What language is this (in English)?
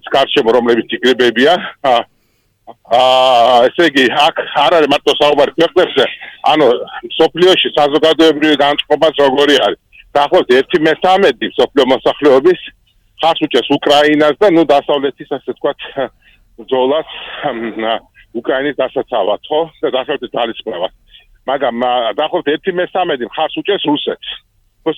Georgian